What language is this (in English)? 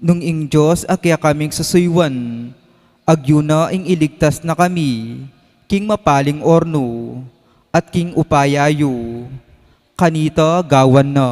Pampanga